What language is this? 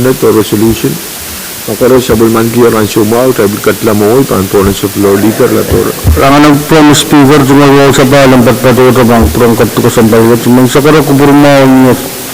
Pohnpeian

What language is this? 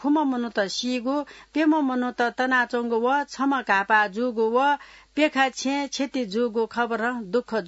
Newari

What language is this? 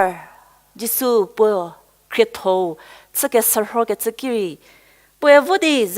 Angami Naga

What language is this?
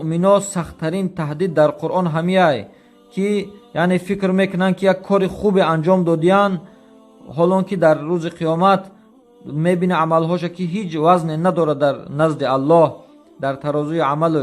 Tajik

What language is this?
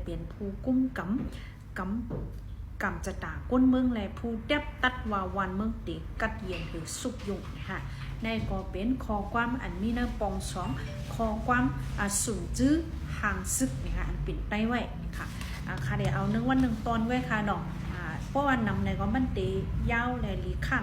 Shan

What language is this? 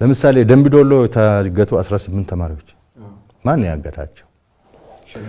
Amharic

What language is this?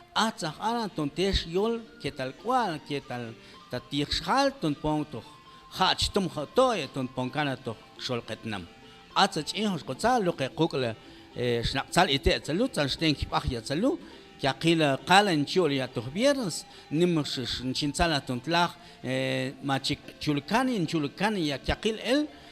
Mam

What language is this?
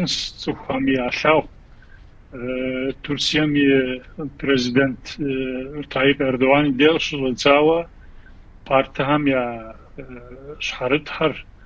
Kabardian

